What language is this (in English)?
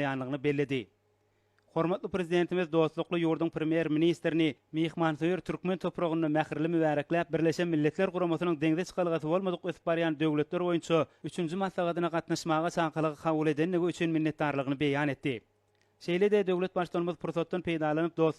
Turkmen